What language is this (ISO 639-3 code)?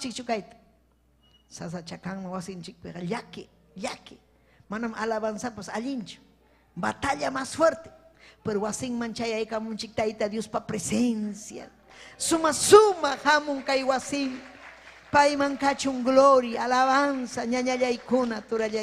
quy